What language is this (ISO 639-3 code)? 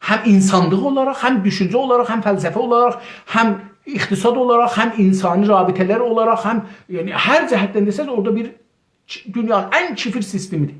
azb